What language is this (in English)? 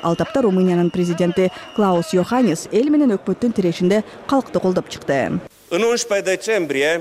Kyrgyz